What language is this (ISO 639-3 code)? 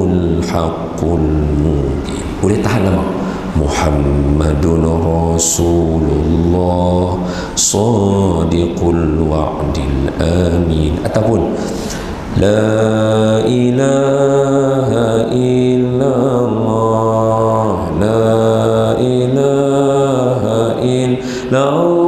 msa